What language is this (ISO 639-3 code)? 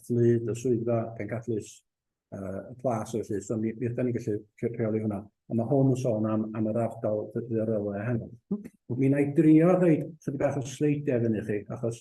cym